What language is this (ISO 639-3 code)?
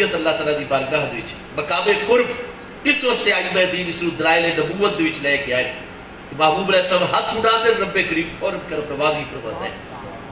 skr